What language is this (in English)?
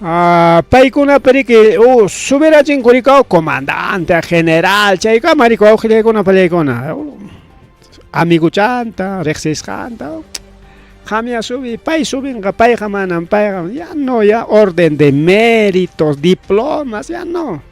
Ayacucho Quechua